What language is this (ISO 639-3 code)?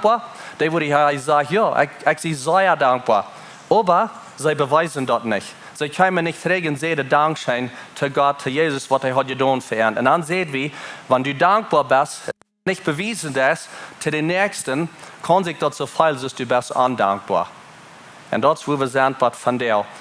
pdt